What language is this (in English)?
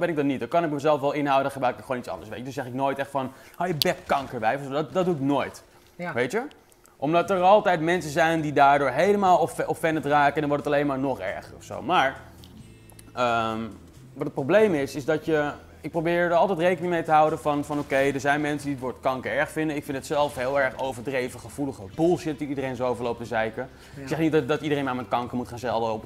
Dutch